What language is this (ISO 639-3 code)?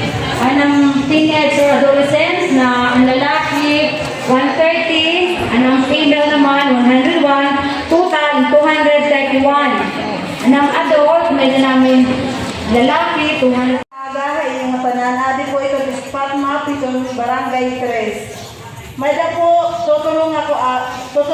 war